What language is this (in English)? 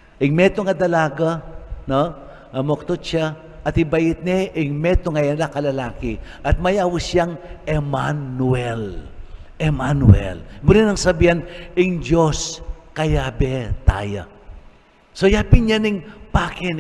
Pampanga